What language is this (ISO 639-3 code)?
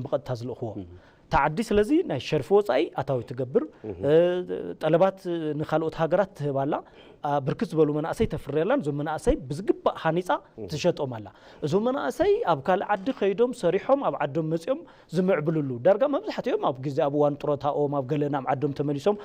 tir